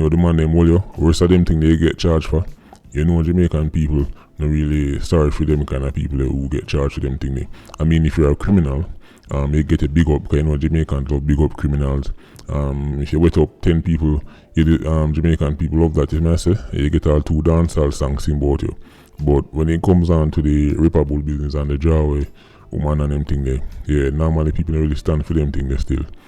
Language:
Jamaican Creole English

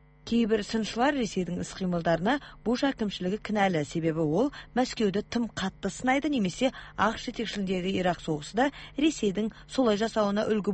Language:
Kazakh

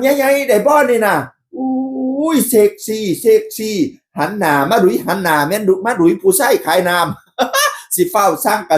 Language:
Northeastern Thai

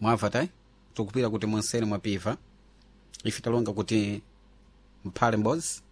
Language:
Sena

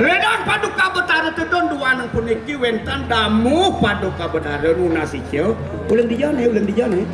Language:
Balinese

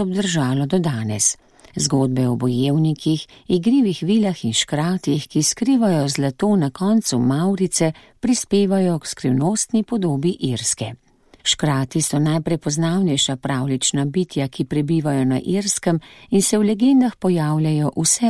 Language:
Slovenian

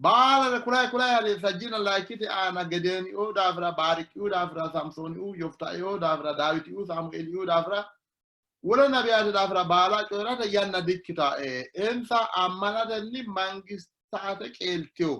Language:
Sidamo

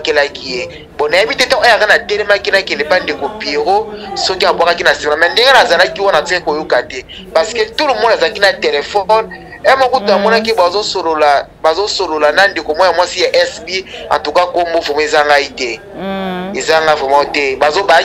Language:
Lingala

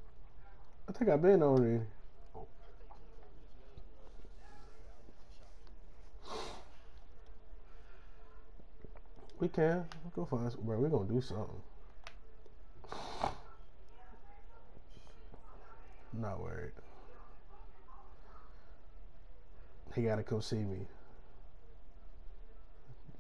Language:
English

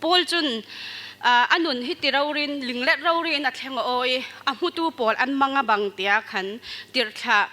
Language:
Falam Chin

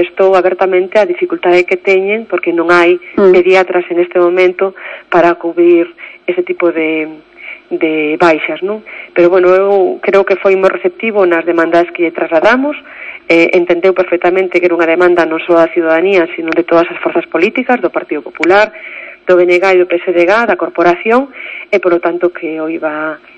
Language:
Galician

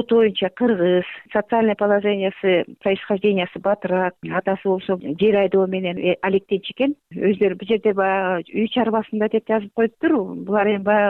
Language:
Kyrgyz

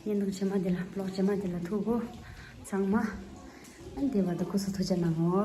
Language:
Tibetan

